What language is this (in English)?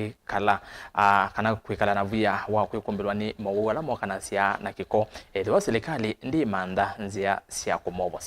Kamba